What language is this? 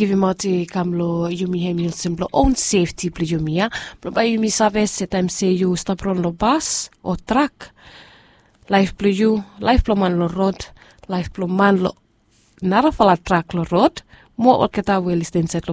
Bislama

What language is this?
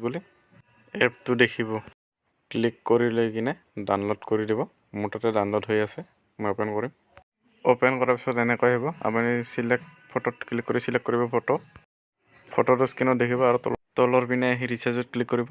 Assamese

